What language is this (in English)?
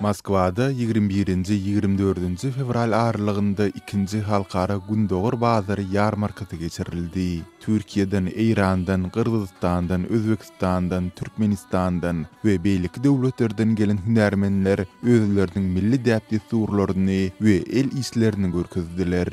Turkmen